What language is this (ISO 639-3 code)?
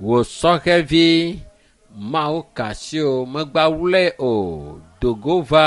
ewe